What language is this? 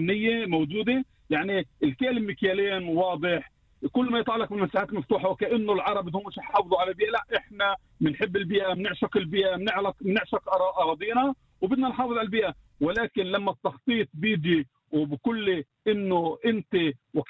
North Levantine Arabic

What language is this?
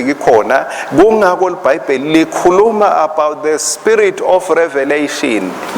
Swati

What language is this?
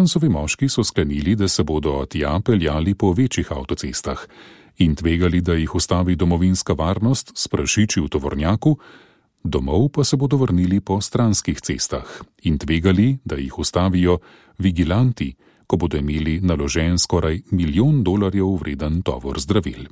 Slovenian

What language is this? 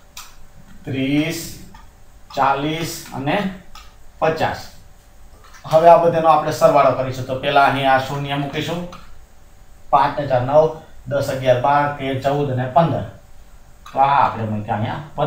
Gujarati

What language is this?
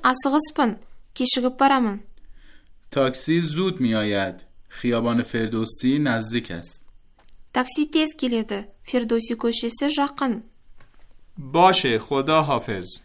Kazakh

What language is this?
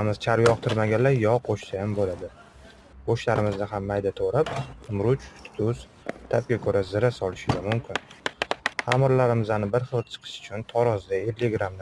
Uzbek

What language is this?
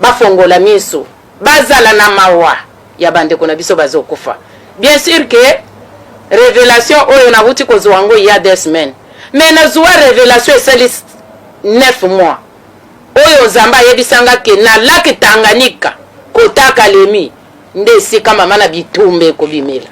Lingala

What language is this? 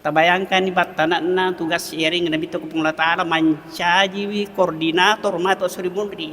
Buginese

